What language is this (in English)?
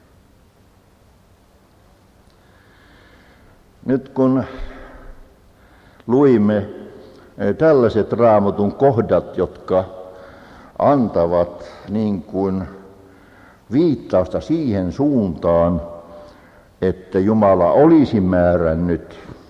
Finnish